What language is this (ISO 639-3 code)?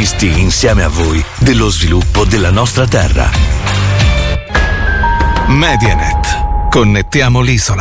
ita